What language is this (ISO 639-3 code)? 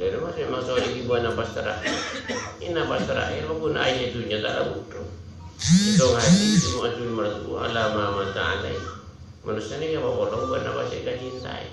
mad